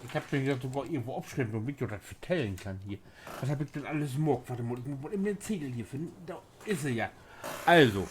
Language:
Low German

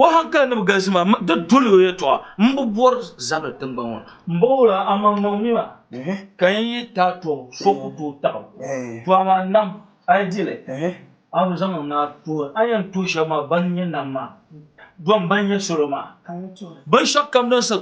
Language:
Dagbani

